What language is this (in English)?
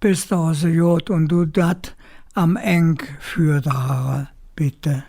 Colognian